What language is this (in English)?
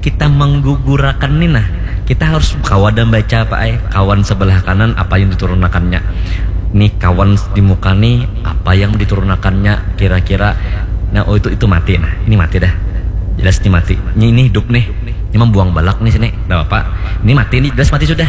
Banjar